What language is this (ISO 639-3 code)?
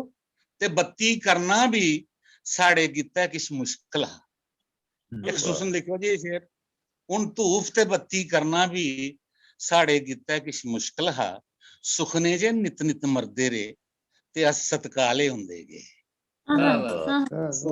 doi